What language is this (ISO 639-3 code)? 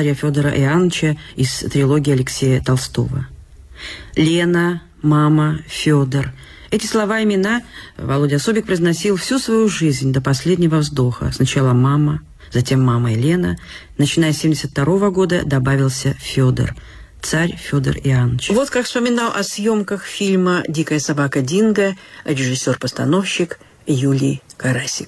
rus